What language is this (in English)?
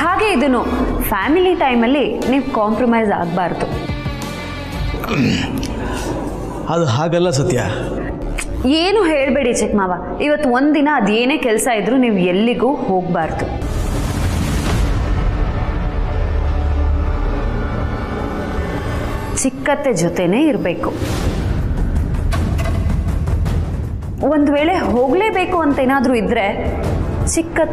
Kannada